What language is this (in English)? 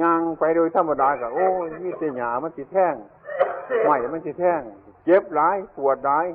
Northeastern Thai